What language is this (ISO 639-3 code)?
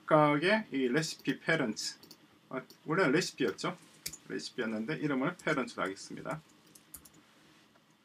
kor